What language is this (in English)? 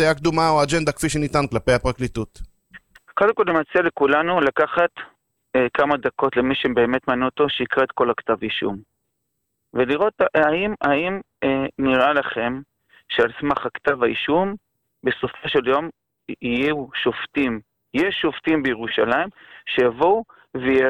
Hebrew